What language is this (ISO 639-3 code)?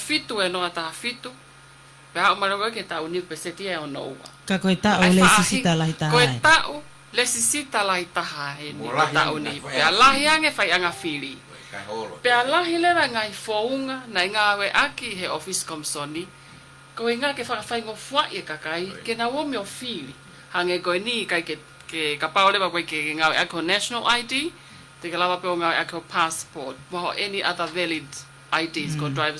ton